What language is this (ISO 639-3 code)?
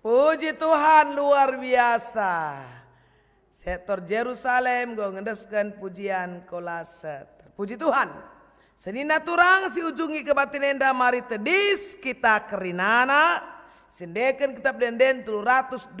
btx